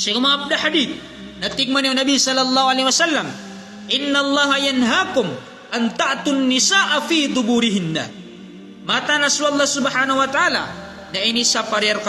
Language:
Maranao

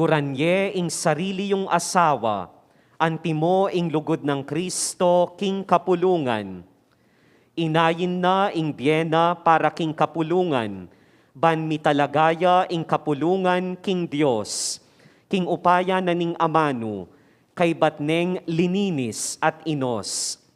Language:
Pampanga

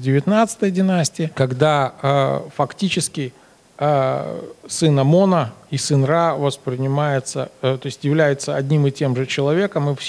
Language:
Russian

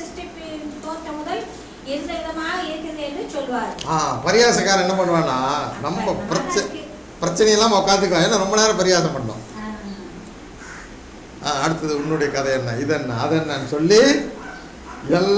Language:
Tamil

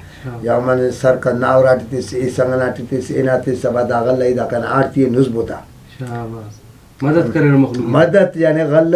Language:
Brahui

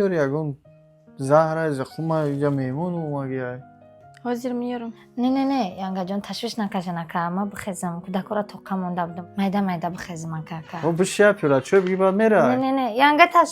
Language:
Tajik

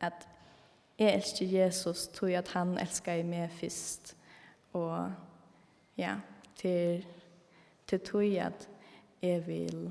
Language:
Faroese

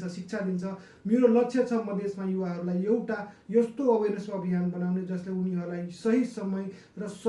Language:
Nepali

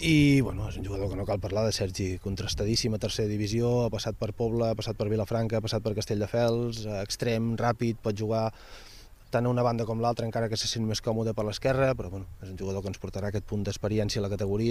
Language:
Catalan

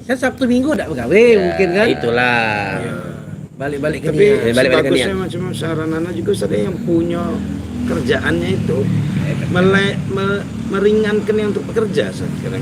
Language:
Musi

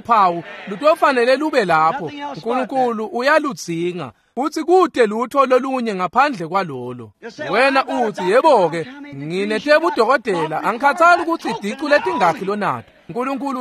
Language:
Swati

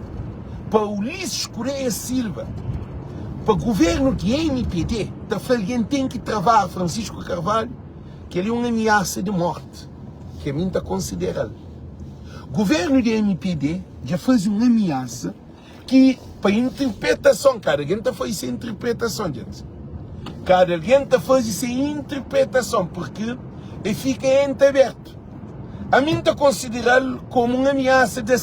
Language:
Kabuverdianu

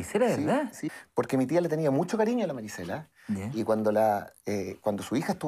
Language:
Spanish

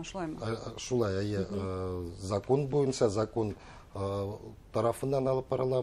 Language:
Bashkir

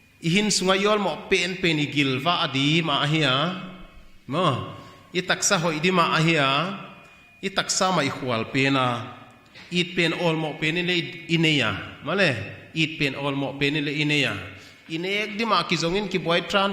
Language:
Paite Chin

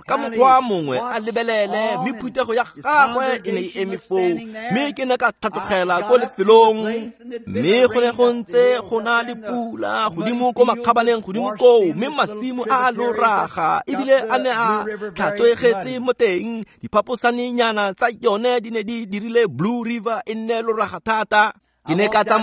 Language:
Tswana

